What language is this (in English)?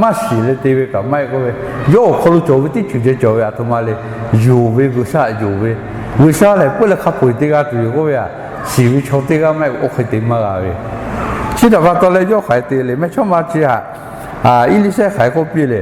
Lahu